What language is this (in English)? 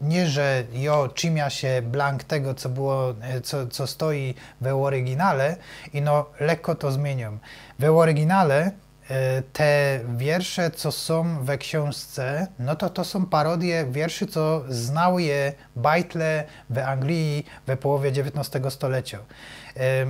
Silesian